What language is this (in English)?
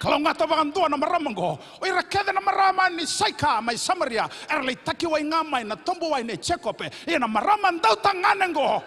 Fijian